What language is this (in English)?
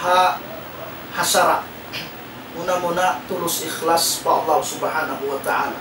Tausug